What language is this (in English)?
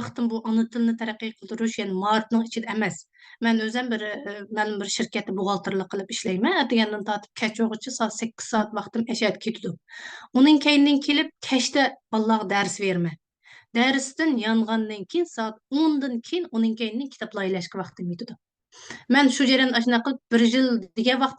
Uyghur